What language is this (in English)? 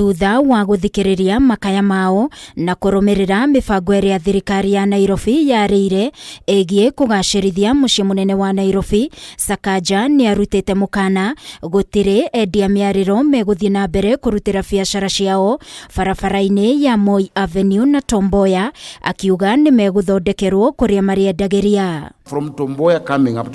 Kikuyu